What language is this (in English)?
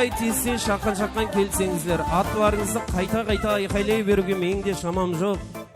Kara-Kalpak